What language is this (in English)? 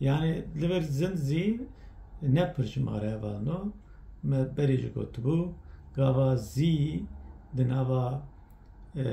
Kurdish